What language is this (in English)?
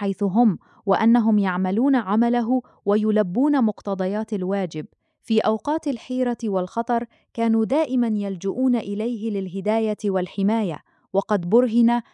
Arabic